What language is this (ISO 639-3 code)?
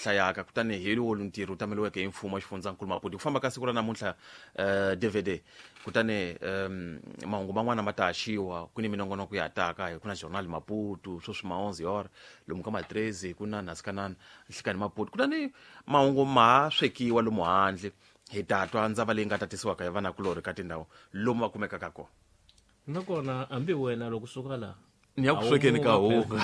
tso